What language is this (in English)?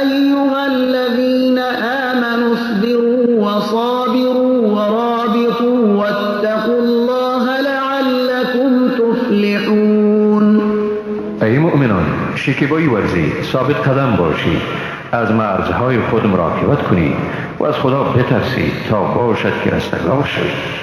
Persian